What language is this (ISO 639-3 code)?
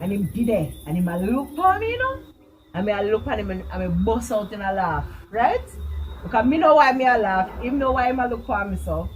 jam